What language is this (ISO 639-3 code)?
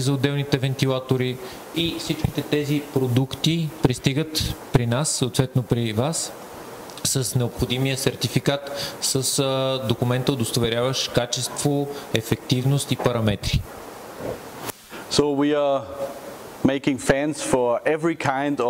bul